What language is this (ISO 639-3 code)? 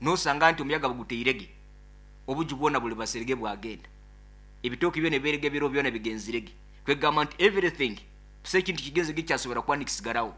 nyo